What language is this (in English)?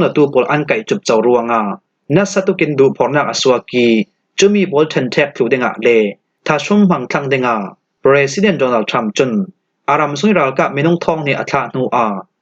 Falam Chin